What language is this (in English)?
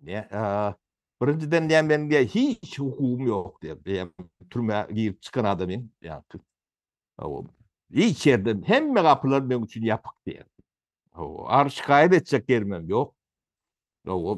Turkmen